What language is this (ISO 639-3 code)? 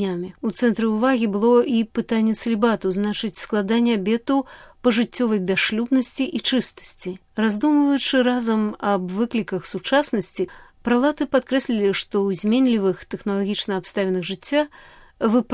bel